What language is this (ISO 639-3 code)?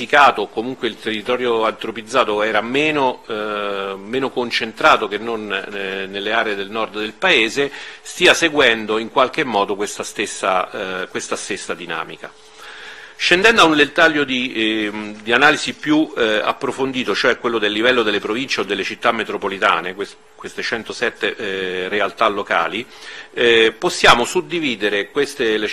ita